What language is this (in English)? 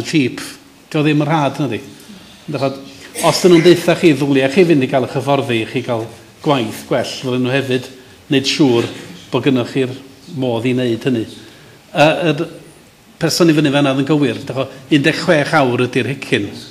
Welsh